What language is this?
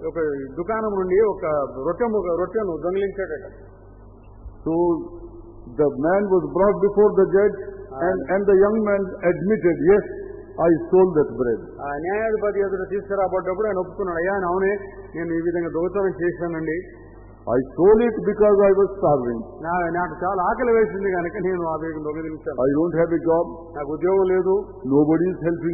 Telugu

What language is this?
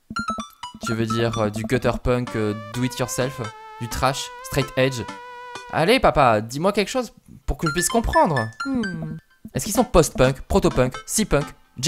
French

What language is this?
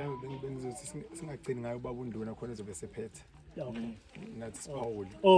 Zulu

